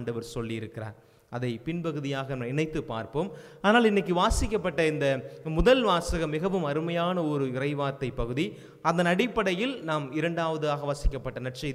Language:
Tamil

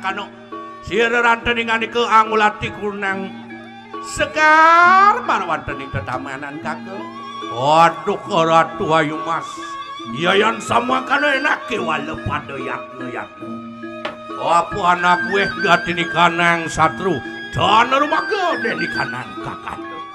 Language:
Balinese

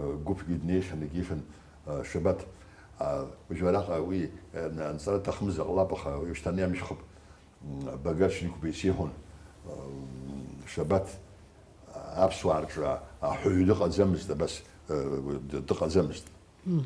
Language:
Abkhazian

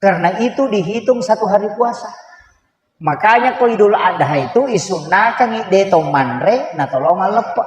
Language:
Buginese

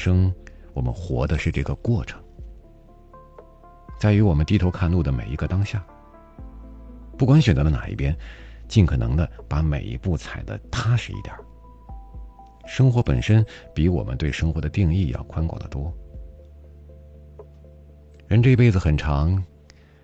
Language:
Chinese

